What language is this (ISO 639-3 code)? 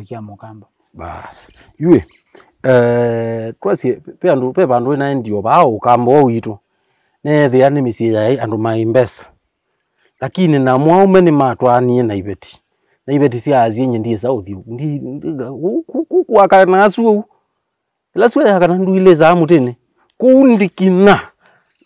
kam